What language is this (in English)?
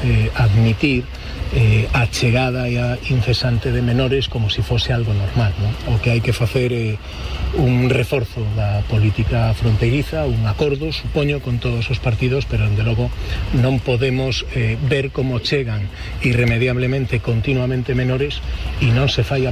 Galician